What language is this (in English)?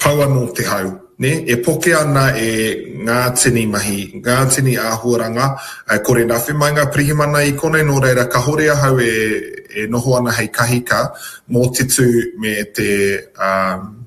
Māori